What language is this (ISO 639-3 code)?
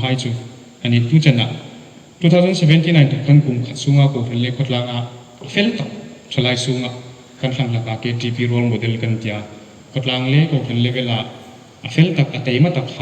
hmr